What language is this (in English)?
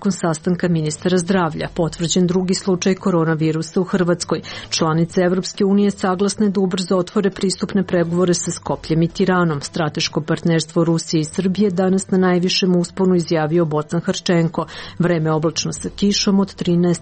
Serbian